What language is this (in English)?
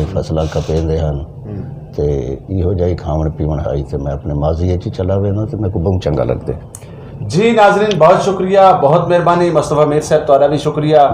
Saraiki